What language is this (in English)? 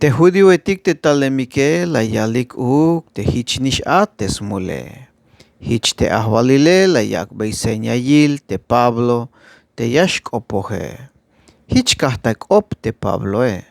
Tzeltal